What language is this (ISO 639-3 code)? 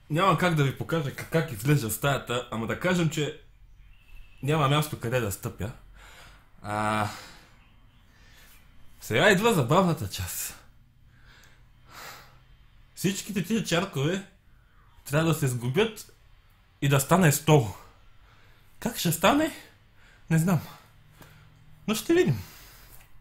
bul